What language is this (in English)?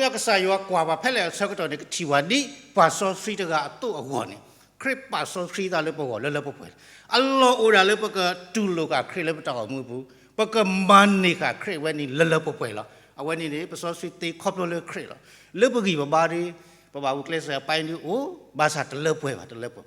S'gaw Karen